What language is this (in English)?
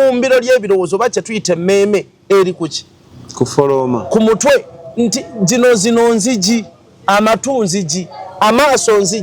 Ganda